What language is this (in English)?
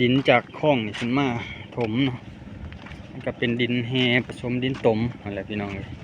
Lao